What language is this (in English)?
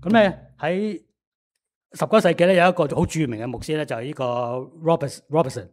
Cantonese